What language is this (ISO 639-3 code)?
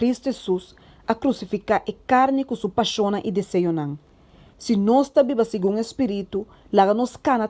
pap